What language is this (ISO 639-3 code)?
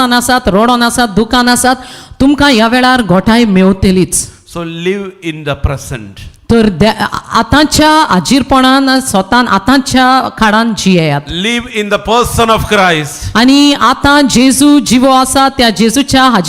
kok